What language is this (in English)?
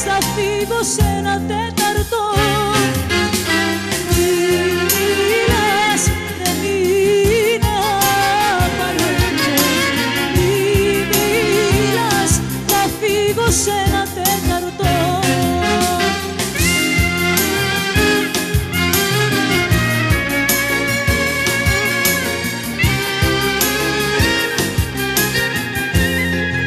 Greek